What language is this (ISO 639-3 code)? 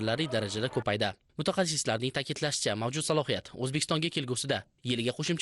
uzb